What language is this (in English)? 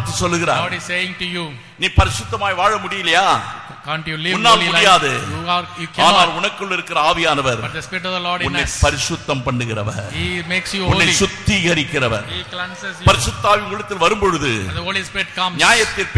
Tamil